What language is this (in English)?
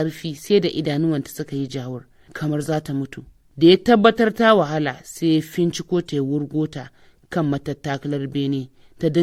Hausa